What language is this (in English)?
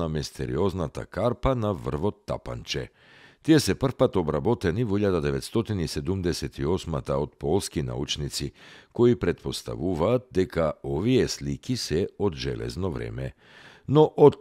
Macedonian